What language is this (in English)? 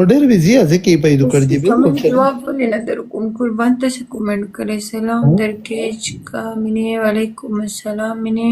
Pashto